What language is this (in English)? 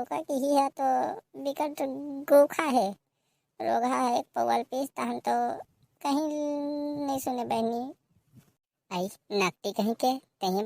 Chhattisgarhi